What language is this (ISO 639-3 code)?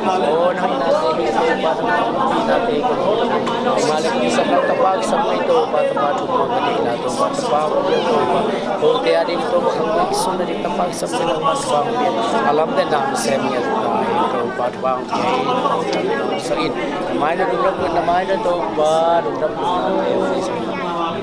ctd